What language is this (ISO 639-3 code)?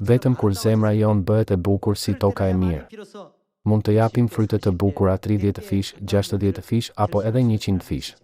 sqi